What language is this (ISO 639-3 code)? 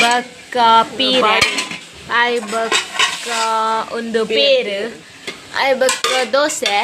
tcy